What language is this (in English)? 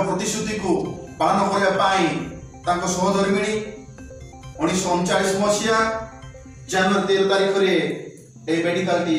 Odia